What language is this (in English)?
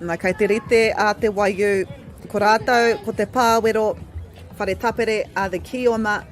Māori